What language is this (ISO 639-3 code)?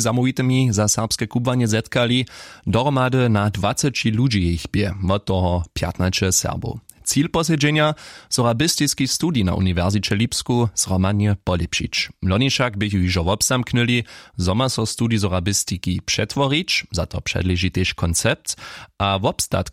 hsb